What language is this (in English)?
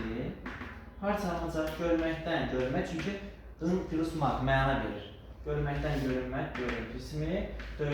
Azerbaijani